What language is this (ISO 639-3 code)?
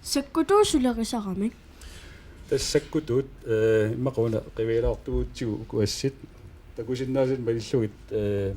kal